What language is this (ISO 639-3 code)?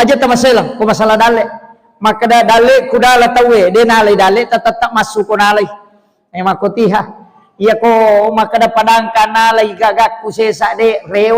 bug